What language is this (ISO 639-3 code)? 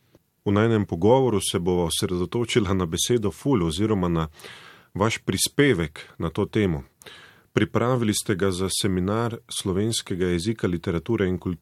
slv